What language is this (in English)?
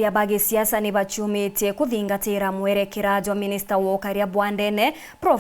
Meru